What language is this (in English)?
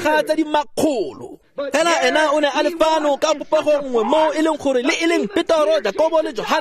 Tswana